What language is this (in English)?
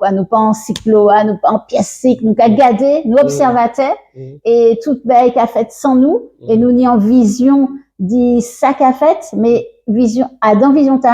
Guadeloupean Creole French